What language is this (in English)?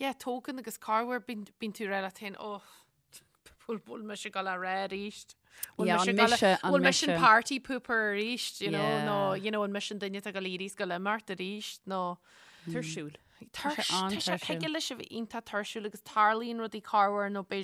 Irish